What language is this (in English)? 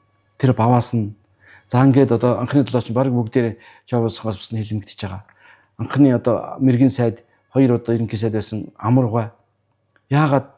Mongolian